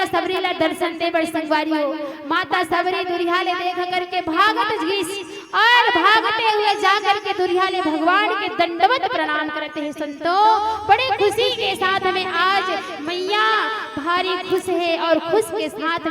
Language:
Chhattisgarhi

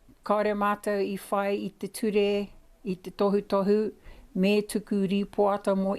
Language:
Māori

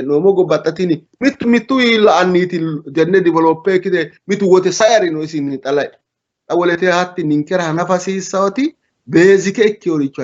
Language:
Sidamo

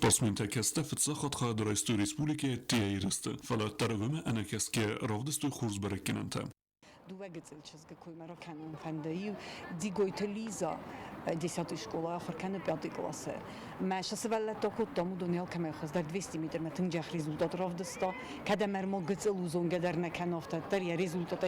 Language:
Ossetic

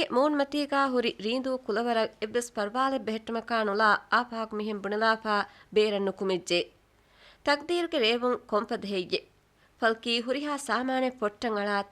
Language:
Divehi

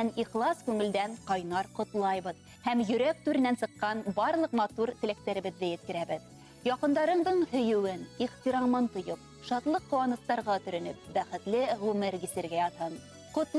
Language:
Bashkir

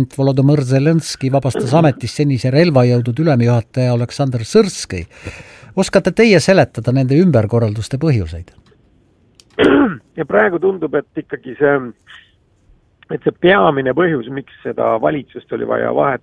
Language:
Estonian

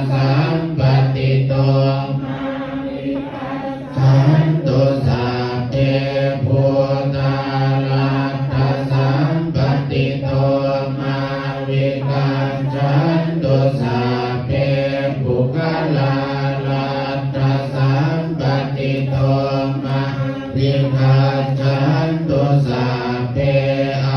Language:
Pali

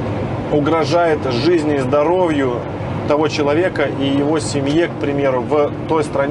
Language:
Russian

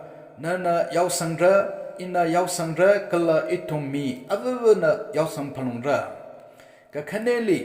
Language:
Tangkhul Naga (India)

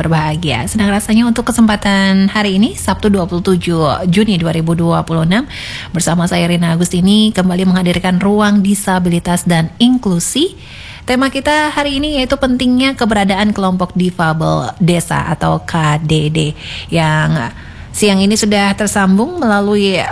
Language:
Indonesian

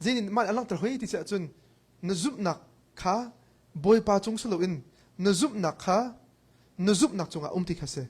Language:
Hakha Chin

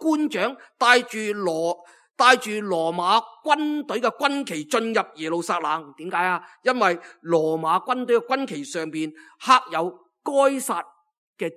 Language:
Cantonese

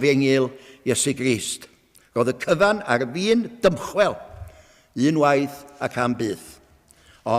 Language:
Welsh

